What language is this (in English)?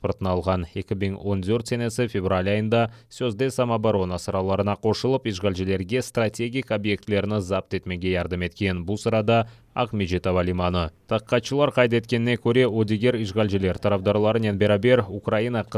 Crimean Tatar